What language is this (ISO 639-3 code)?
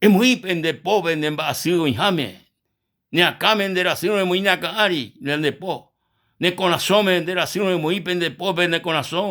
grn